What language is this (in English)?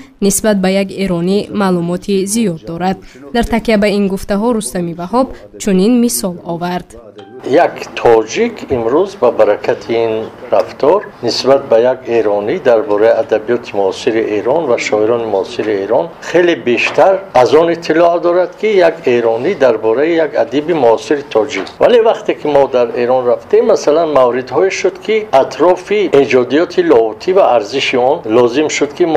Tajik